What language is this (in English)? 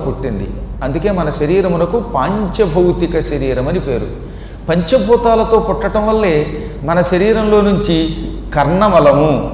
Telugu